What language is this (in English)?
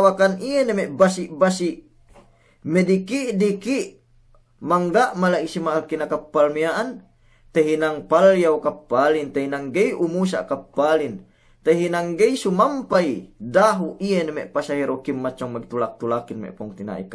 Yakan